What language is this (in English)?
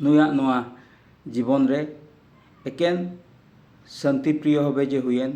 Santali